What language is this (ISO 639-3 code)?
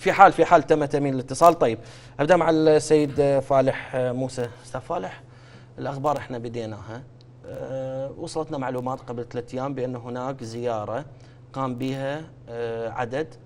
acm